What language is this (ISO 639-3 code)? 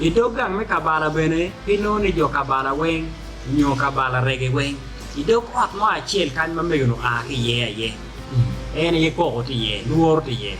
ach